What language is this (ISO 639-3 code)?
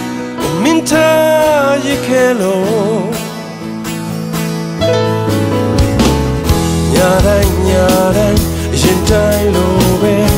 mya